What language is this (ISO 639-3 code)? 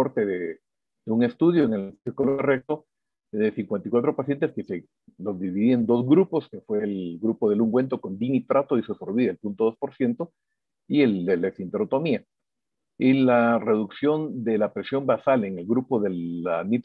spa